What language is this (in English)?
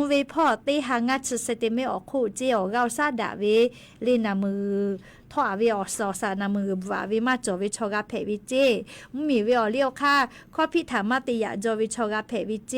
Lahu